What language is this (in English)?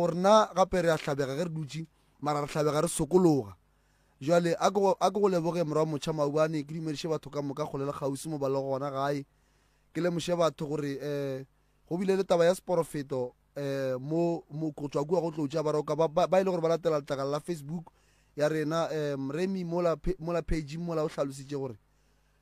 Northern Sotho